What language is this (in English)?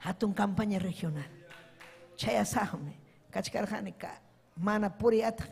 Ayacucho Quechua